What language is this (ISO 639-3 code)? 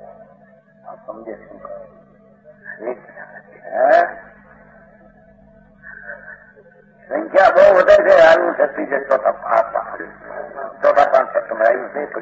guj